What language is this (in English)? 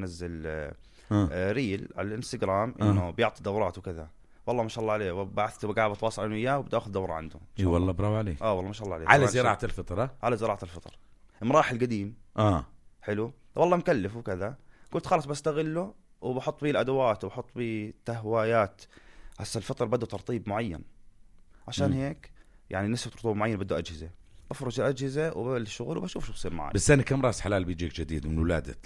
North Levantine Arabic